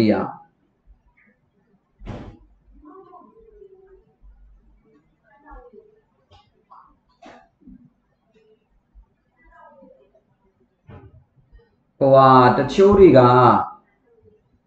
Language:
Burmese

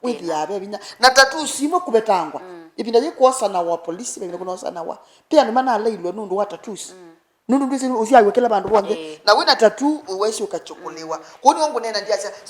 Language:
Kamba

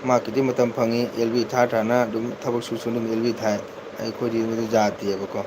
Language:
Manipuri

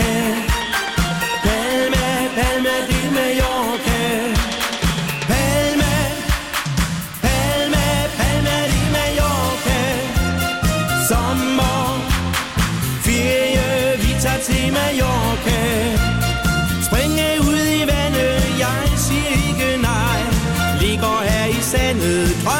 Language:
Danish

